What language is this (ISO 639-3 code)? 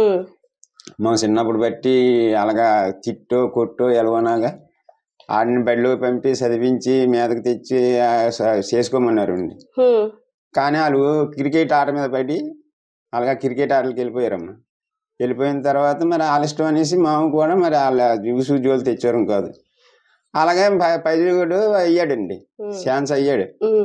tel